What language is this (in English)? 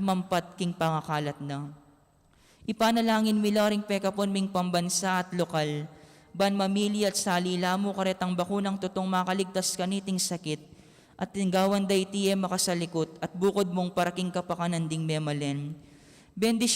Pampanga